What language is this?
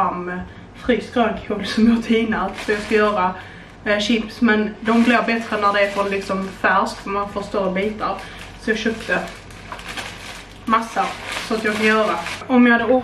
Swedish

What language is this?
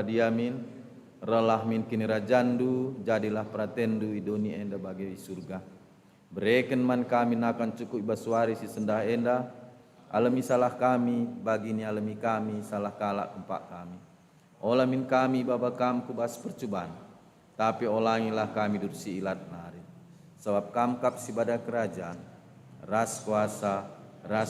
Batak Karo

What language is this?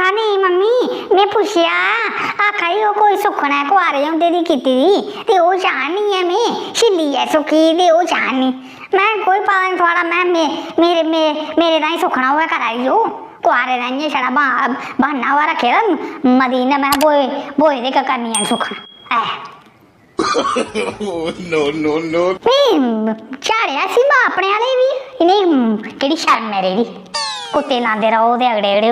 Dogri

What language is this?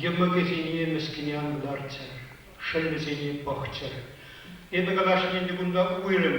Chuvash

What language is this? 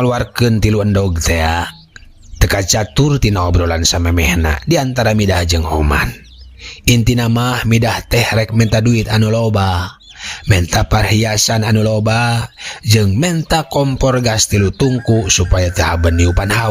Sundanese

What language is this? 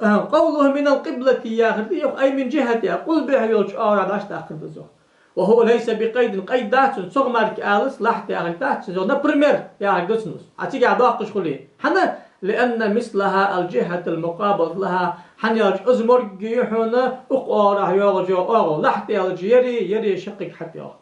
Ingush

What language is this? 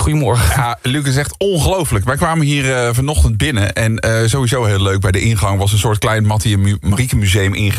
Dutch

